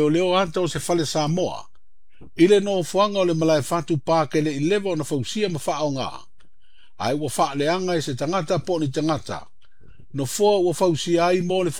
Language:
Samoan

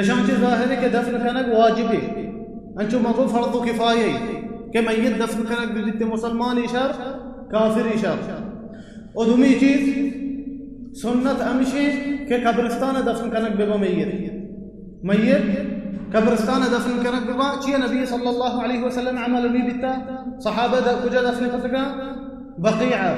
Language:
Baluchi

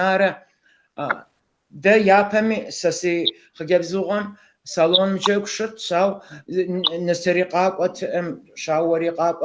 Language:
Kabardian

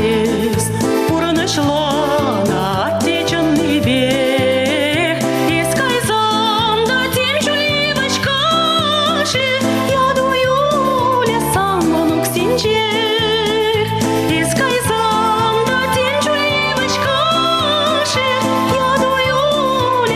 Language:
Chuvash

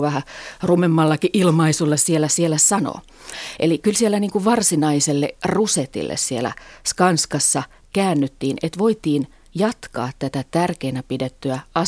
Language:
Finnish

